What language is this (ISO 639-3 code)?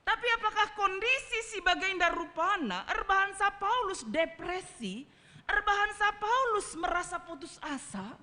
btx